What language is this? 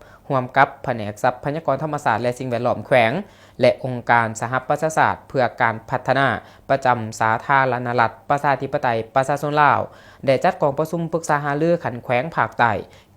Lao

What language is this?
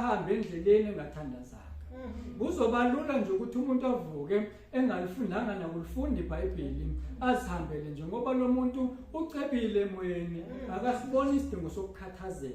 Zulu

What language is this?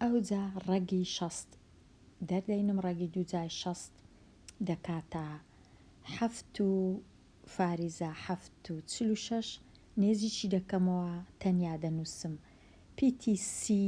Central Kurdish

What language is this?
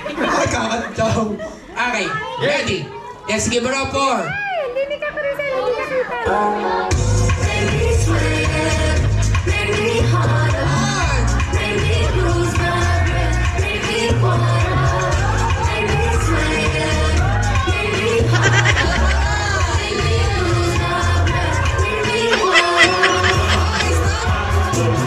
Filipino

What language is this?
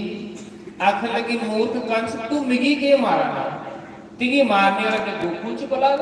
Dogri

